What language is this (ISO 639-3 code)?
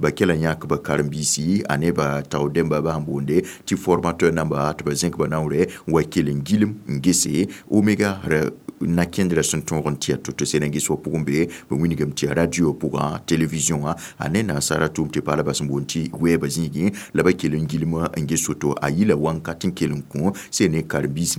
mos